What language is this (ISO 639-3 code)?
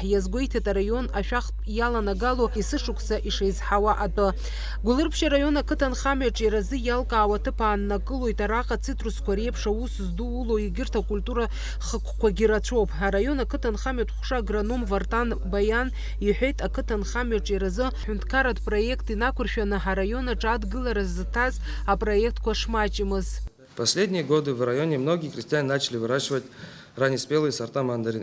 abk